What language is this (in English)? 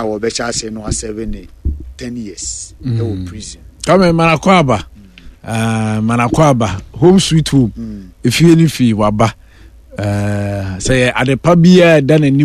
Akan